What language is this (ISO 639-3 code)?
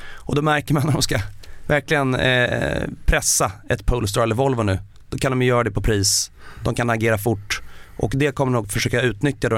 swe